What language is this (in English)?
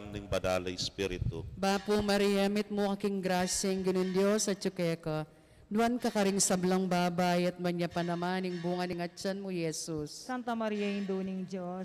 Pampanga